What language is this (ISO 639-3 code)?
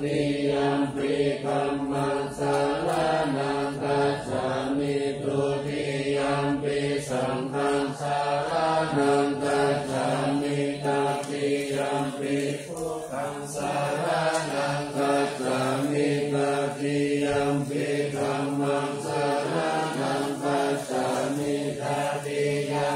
pli